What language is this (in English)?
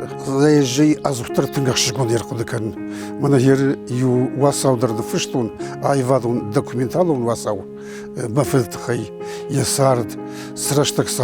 Ossetic